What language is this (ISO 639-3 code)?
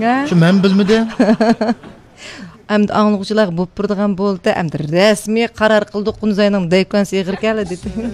uig